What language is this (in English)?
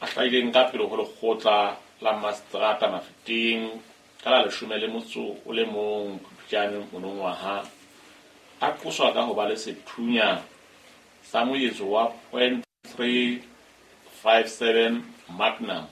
Southern Sotho